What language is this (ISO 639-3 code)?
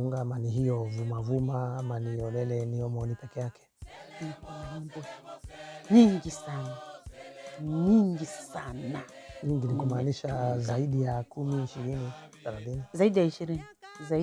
swa